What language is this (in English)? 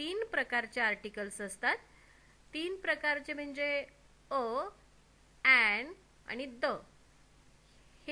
Marathi